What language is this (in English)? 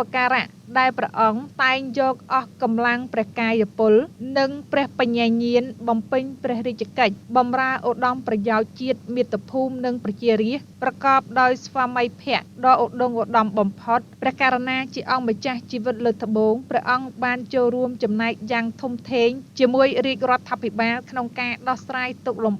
Khmer